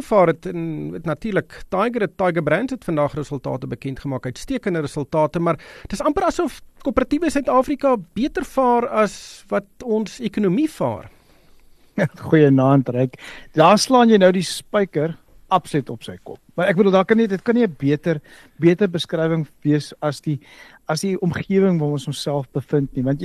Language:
Afrikaans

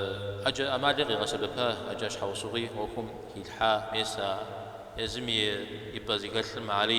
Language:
Kabardian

